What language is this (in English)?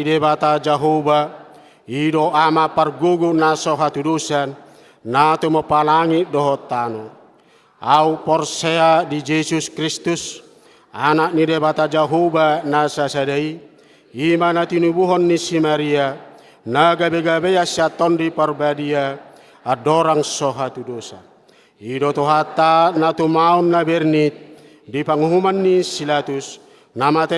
Batak Toba